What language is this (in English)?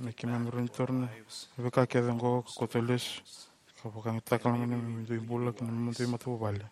Fijian